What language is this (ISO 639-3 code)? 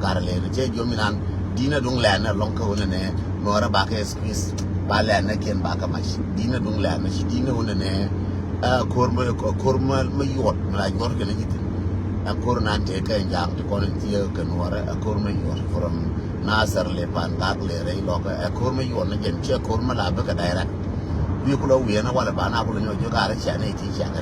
nus